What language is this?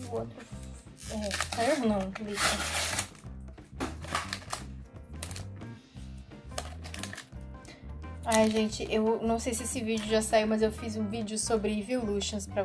Portuguese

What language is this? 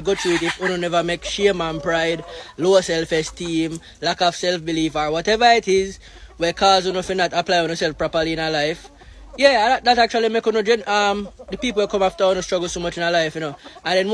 Jamaican Creole English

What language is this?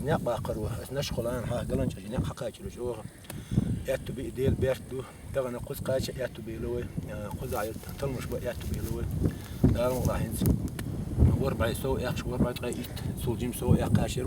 Chechen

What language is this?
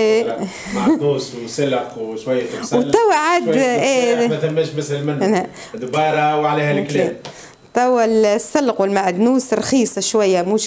Tunisian Arabic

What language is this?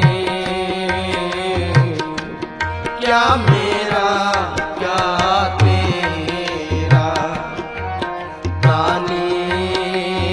Hindi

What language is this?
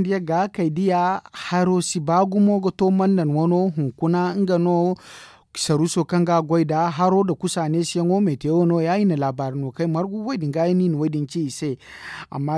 Zarma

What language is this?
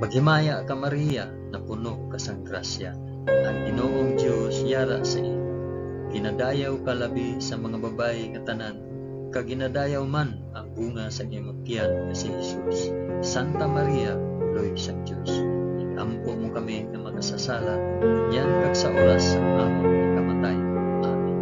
Hiligaynon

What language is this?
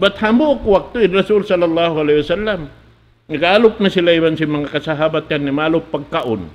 Tausug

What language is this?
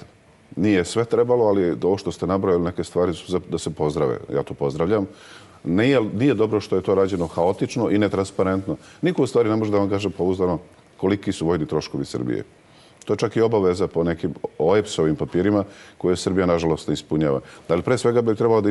Serbian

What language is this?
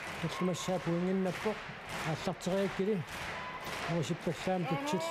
Kalaallisut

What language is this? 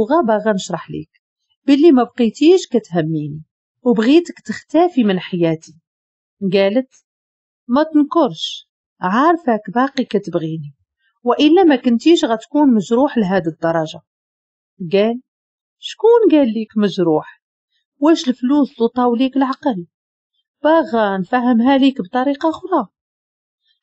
Moroccan Arabic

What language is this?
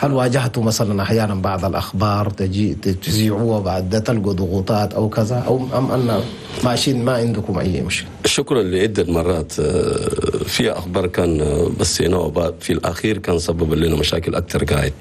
Chadian Arabic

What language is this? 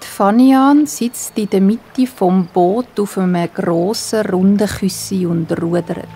Swiss German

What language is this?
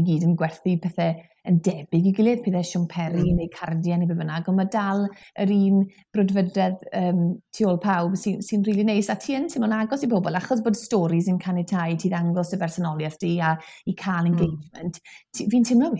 Welsh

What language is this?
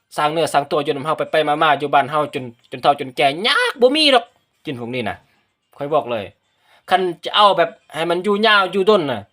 Lao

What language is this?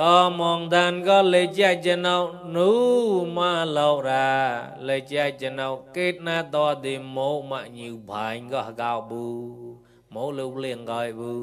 Mon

